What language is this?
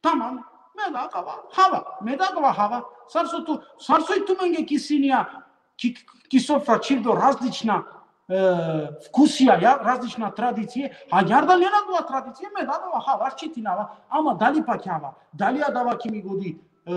Balkan Romani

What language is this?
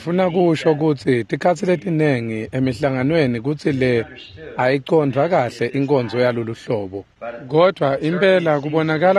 Swati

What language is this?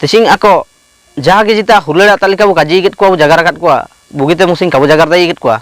Ho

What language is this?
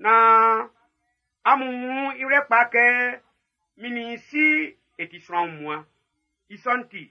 Baoulé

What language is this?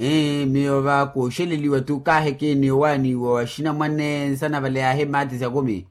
Makhuwa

